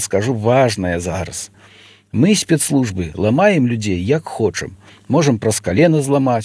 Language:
Belarusian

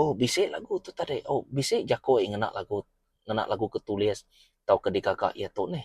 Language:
Iban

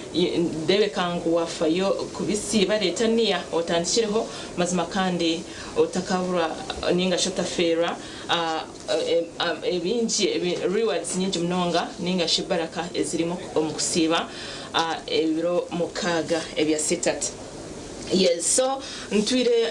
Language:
Nyankole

